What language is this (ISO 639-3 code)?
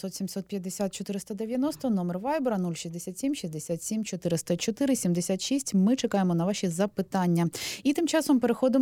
ukr